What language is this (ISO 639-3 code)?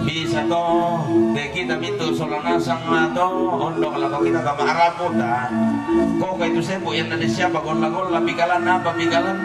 sda